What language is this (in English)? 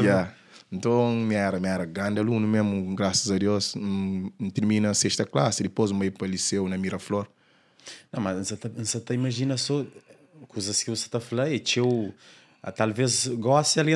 Kabuverdianu